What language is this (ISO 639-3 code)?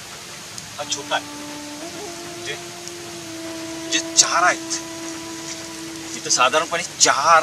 mar